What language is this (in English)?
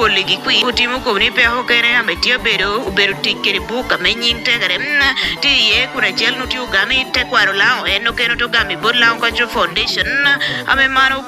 Lango (Uganda)